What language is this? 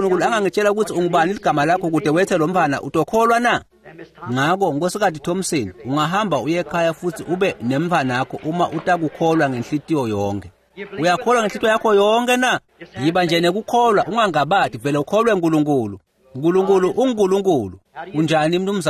Swati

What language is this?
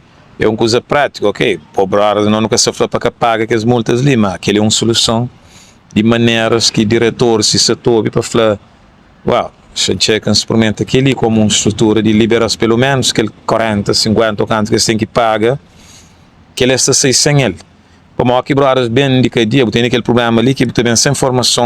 Kabuverdianu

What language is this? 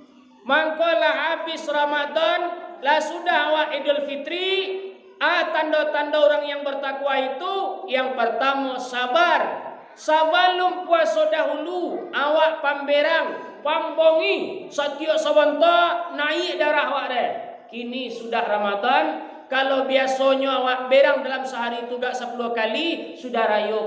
Minangkabau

